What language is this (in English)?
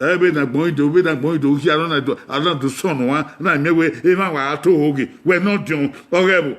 Bini